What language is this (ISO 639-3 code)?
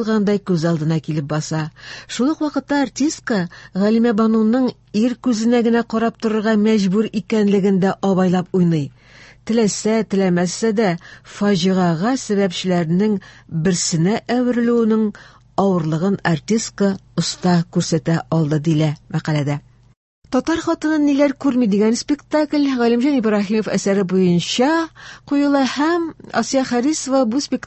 tat